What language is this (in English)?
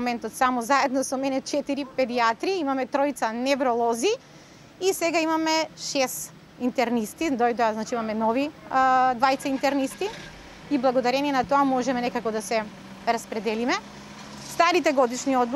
Macedonian